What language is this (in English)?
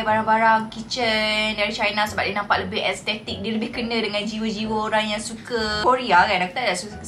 Malay